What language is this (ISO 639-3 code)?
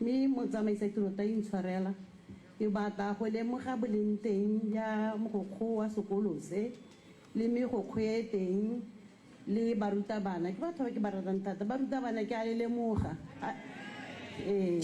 tsn